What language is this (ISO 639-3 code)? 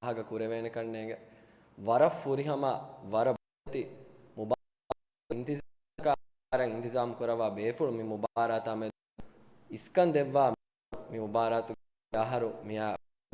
div